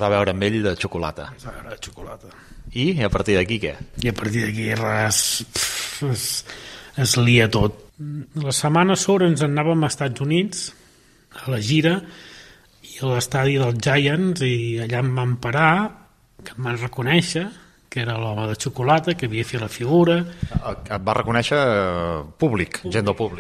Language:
Catalan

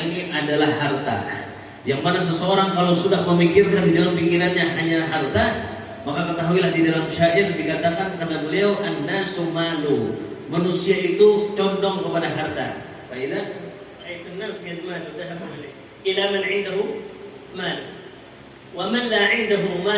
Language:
Banjar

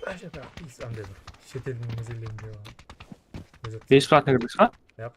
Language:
Kara-Kalpak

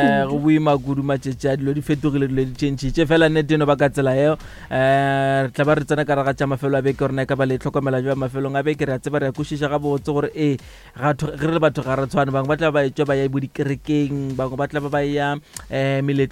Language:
Northern Sotho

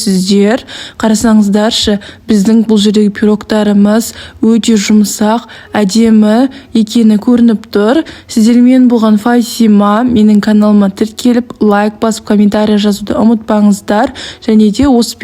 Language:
Kazakh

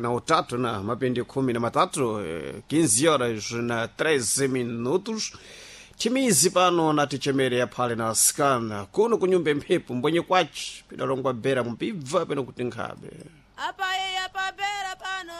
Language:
Sena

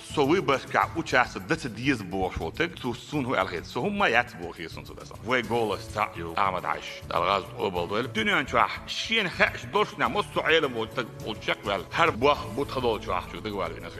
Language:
Chechen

